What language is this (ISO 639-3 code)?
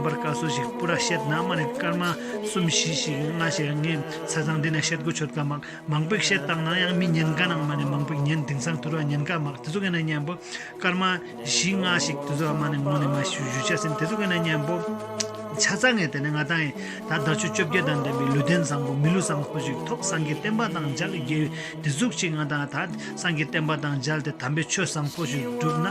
lbj